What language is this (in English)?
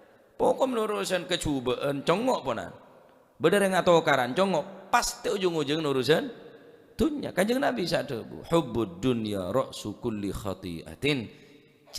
Madurese